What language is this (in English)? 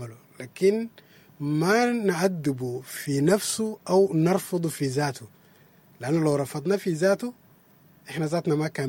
Sudanese Arabic